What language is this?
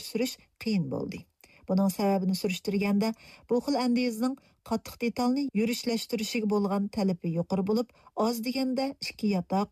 Uyghur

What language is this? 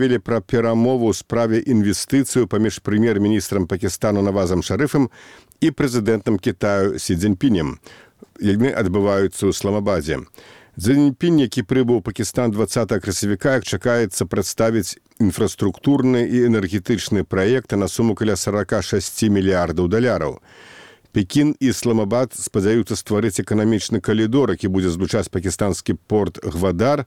Belarusian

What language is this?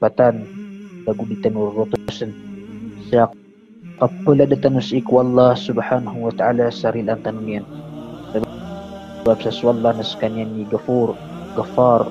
Maranao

